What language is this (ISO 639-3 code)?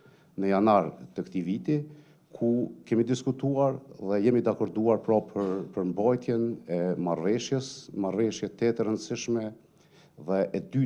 sqi